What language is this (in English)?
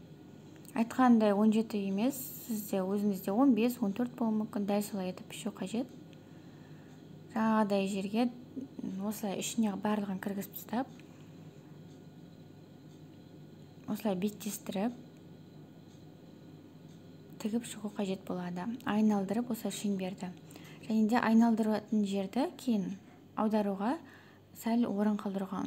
Kazakh